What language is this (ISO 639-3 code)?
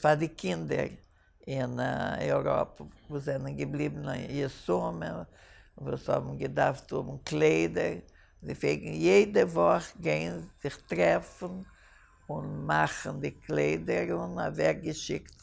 yid